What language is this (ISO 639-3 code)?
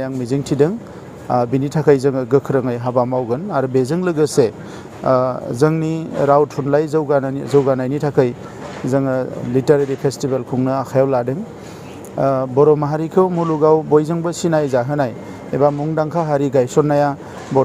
brx